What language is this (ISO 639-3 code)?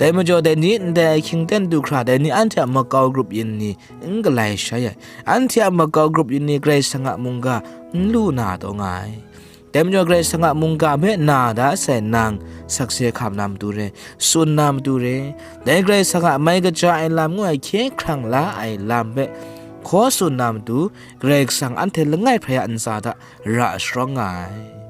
kac